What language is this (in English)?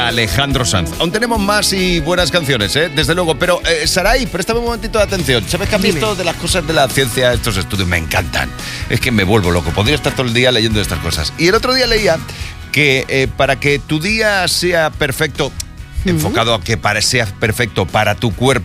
Spanish